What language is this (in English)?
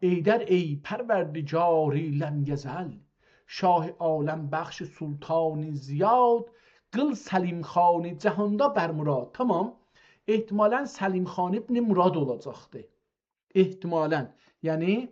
South Azerbaijani